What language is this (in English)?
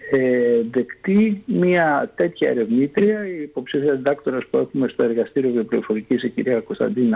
Greek